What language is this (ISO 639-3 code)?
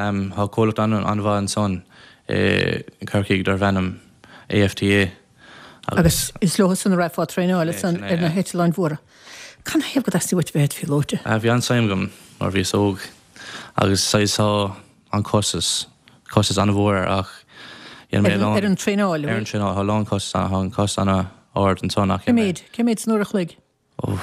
gle